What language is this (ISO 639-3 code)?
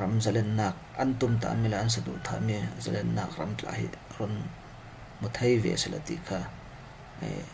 cfm